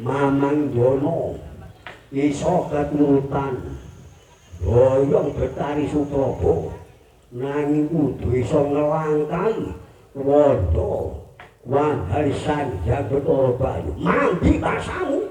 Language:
Javanese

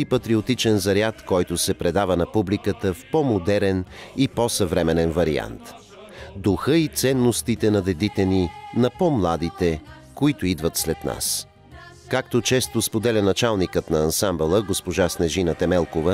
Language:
Bulgarian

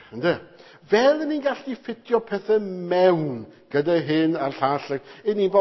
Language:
Welsh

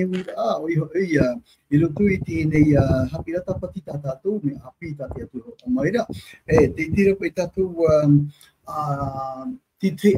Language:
Tahitian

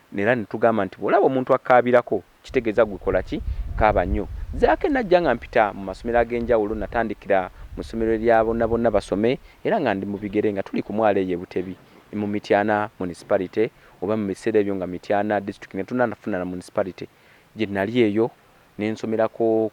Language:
Ganda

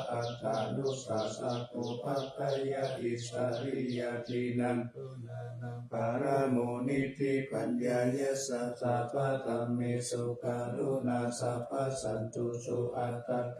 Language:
Pali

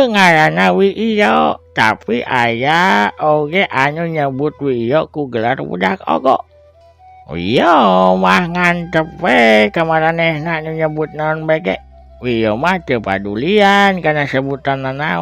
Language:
Sundanese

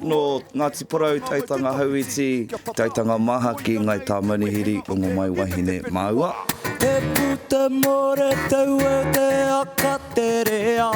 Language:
Māori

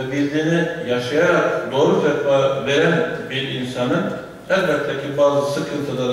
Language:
Turkish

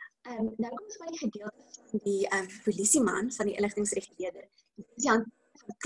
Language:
Afrikaans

